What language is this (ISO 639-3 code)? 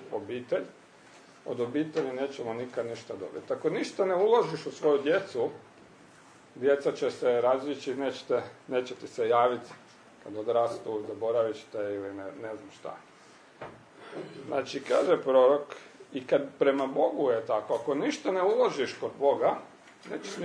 hrv